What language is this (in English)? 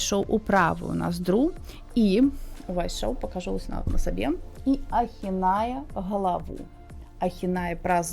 Belarusian